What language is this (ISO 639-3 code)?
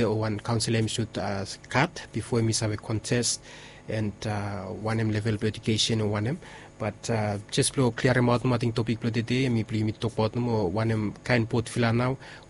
bis